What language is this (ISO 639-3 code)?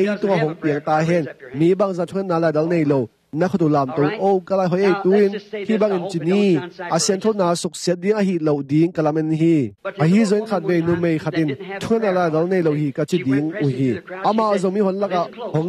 ctd